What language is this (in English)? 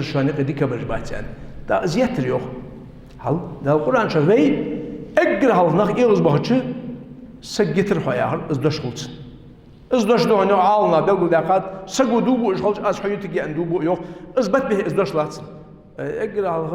Ingush